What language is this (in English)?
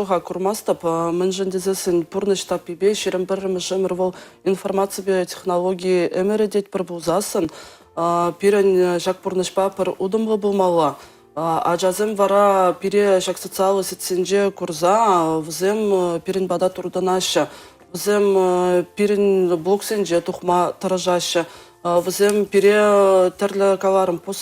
Chuvash